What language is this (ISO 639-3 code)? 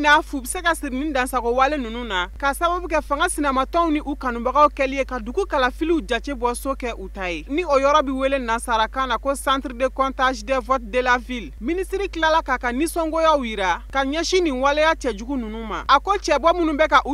bam